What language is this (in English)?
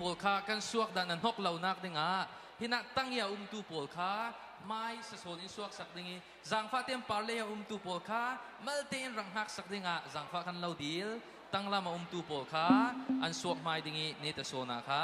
Falam Chin